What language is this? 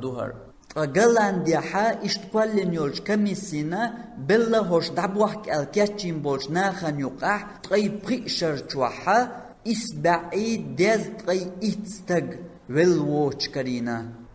Chechen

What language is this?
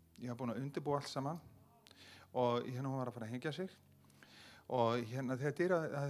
Icelandic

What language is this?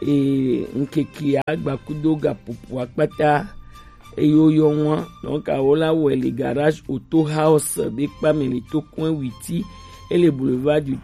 Gen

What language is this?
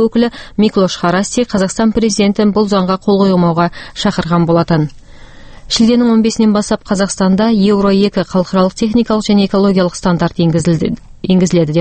Kazakh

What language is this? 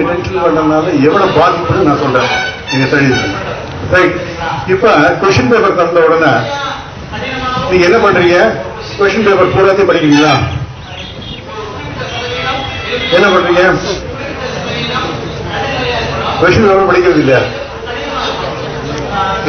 Tamil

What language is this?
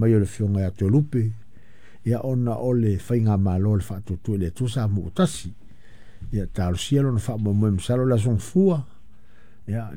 Samoan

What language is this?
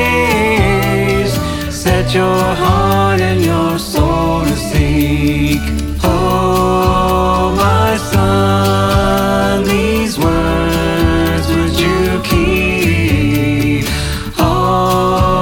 English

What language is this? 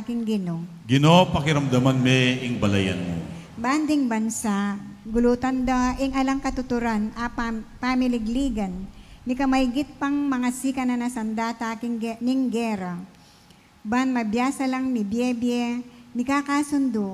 Pampanga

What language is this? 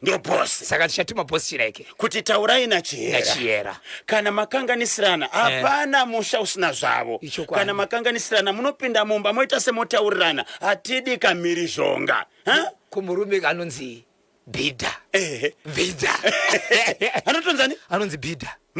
Shona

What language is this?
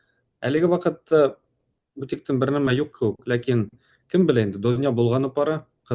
Bashkir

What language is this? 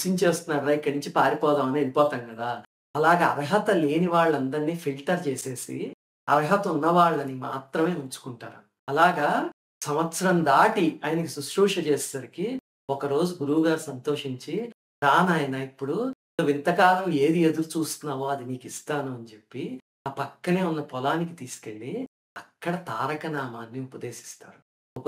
Telugu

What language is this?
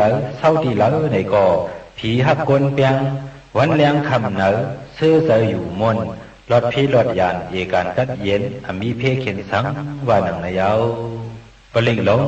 Shan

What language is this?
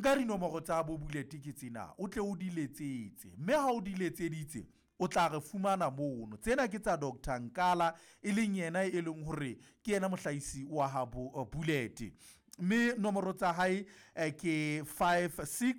Southern Sotho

